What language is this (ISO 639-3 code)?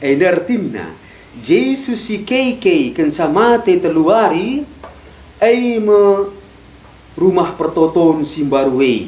btx